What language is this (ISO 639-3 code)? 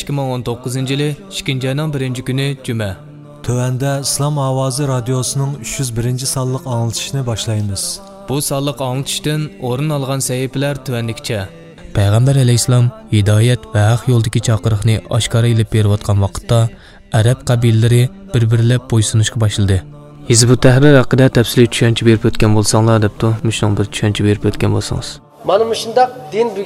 uig